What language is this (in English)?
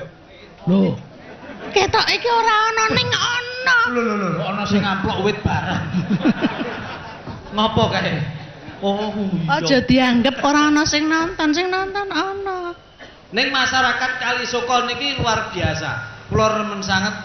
Javanese